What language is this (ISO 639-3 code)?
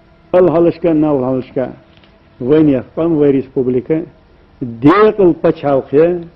che